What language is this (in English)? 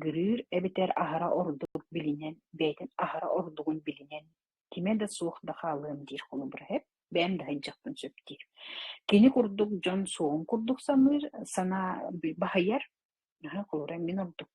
Yakut